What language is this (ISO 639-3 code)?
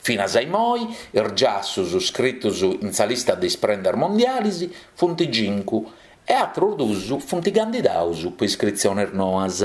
srd